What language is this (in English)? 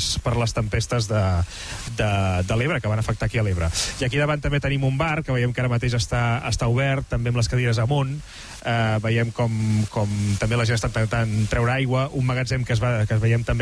Catalan